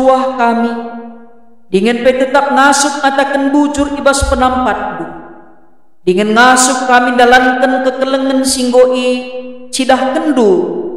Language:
Batak Karo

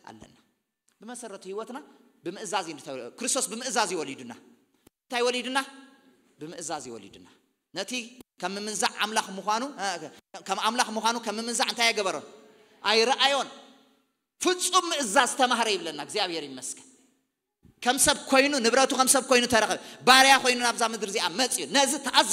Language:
Tigrinya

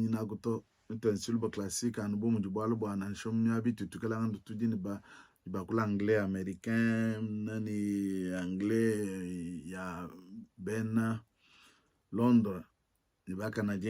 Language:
Luba-Lulua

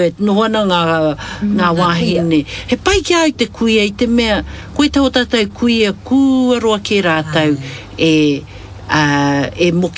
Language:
Māori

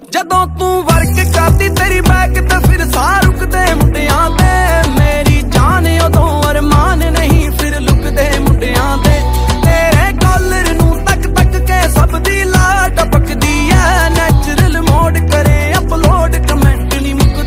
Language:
Punjabi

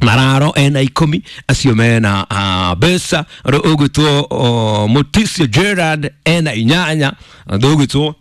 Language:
Kikuyu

